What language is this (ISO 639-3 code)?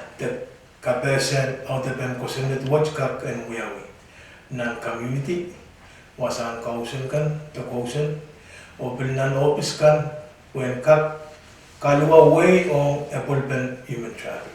pon